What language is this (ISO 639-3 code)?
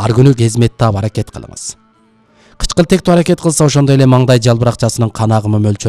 kir